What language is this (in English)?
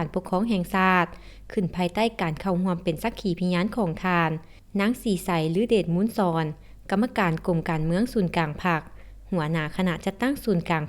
Lao